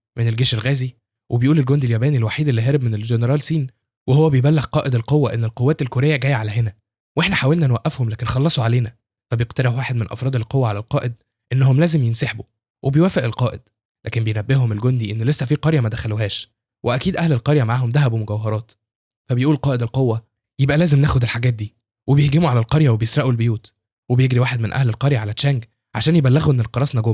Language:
Egyptian Arabic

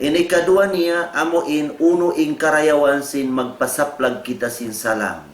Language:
Tausug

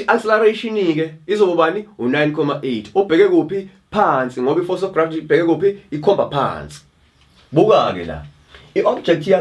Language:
Zulu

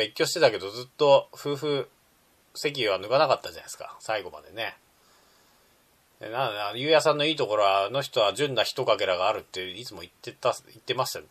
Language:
Japanese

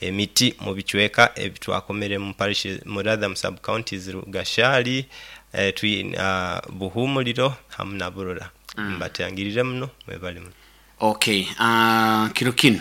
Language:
Nyoro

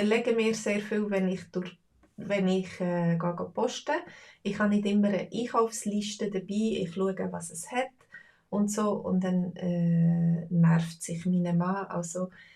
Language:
Swiss German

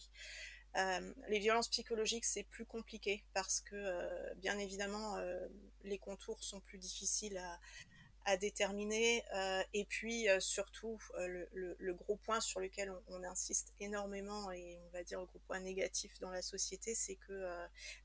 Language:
French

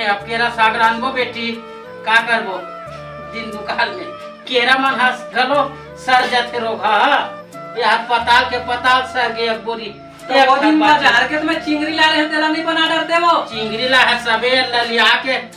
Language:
Chhattisgarhi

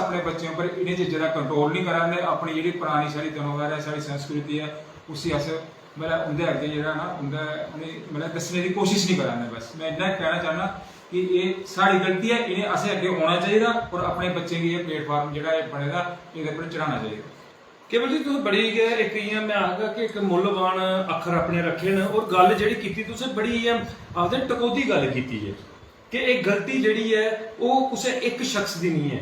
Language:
Dogri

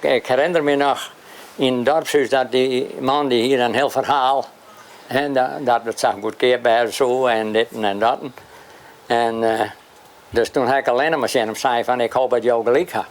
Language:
Western Frisian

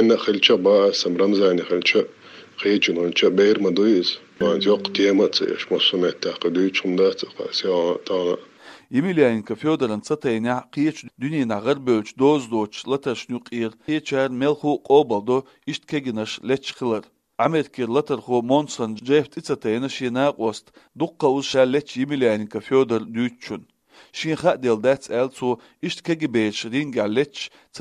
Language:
Chechen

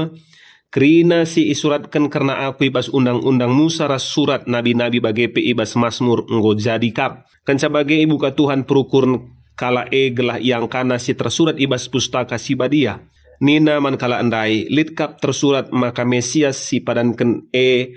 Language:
Batak Karo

